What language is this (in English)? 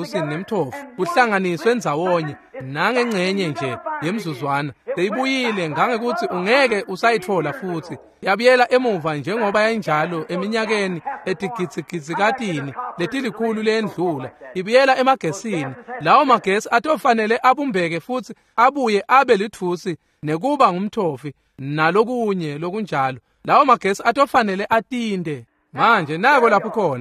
Swati